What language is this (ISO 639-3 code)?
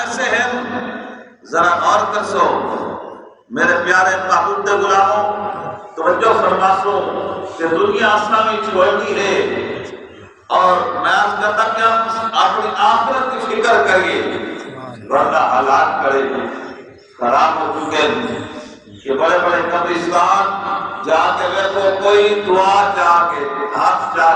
skr